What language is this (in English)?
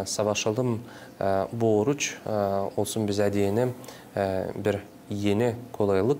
Gagauz